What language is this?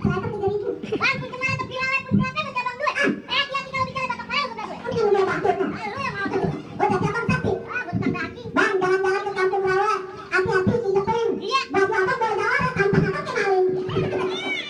Betawi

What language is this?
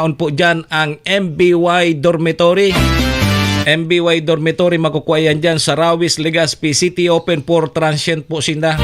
Bikol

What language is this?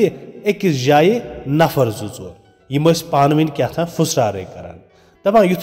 Kashmiri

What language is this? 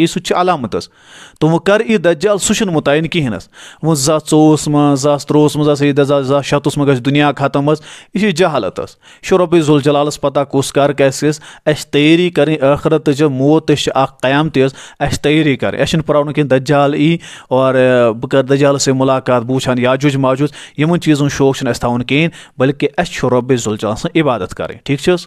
Kashmiri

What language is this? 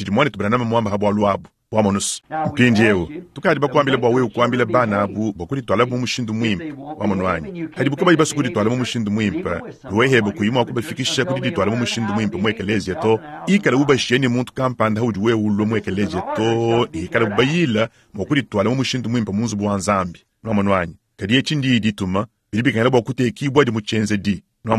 Luba-Lulua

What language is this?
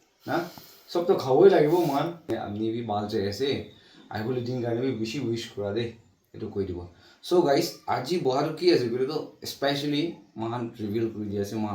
Naga Pidgin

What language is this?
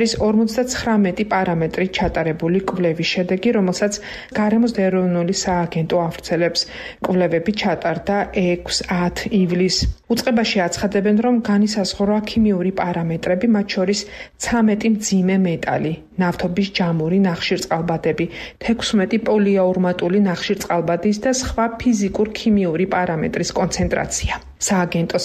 Georgian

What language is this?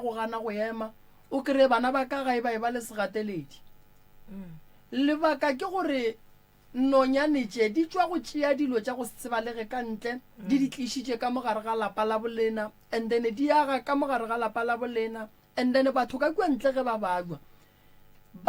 Northern Sotho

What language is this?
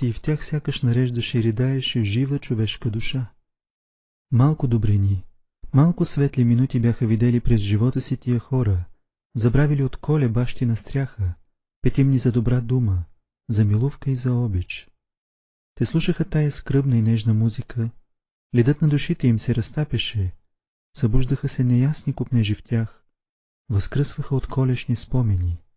Bulgarian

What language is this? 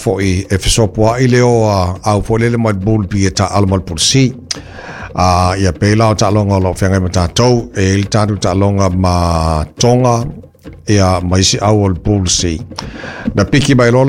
Samoan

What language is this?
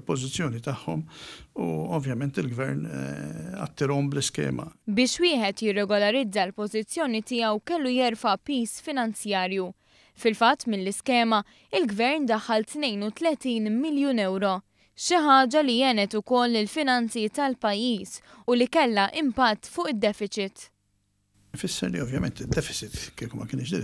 Maltese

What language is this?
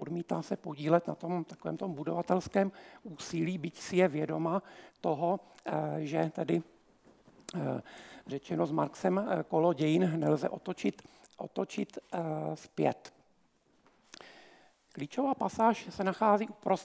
Czech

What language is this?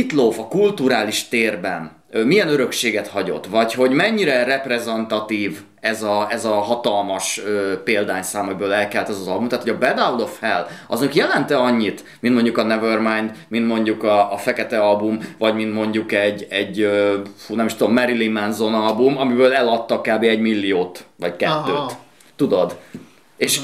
Hungarian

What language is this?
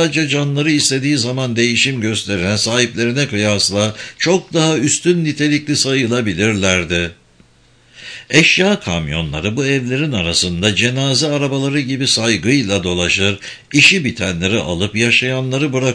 Turkish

